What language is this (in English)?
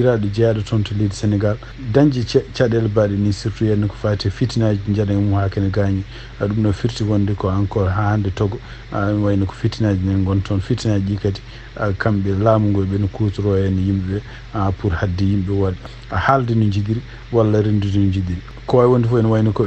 Fula